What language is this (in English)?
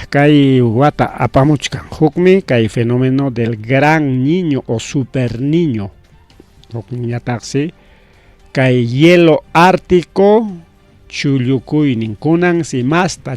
Ayacucho Quechua